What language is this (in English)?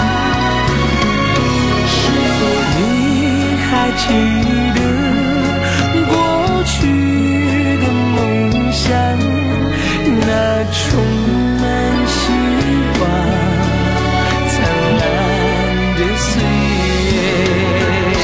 Chinese